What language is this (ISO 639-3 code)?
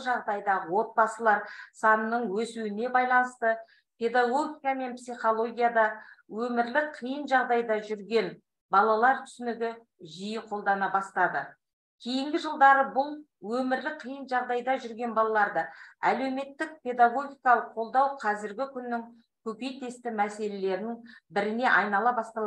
kaz